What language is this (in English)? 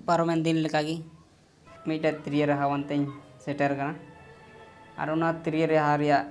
Santali